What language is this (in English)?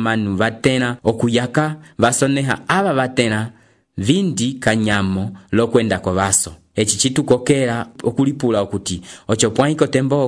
Umbundu